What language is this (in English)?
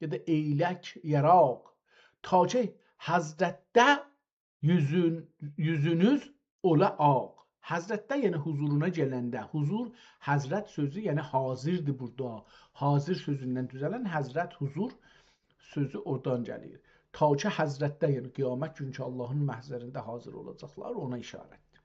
South Azerbaijani